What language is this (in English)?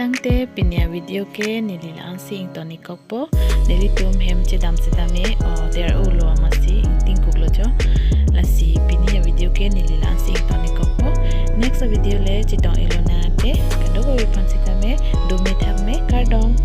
Karbi